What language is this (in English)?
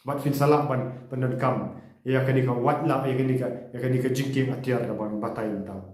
Khasi